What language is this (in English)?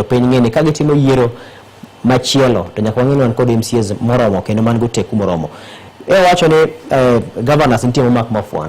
Luo (Kenya and Tanzania)